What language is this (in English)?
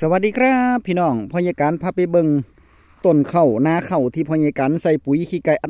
Northeastern Thai